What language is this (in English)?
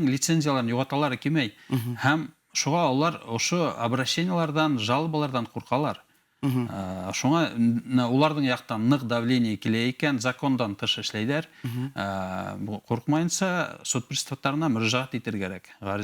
Bashkir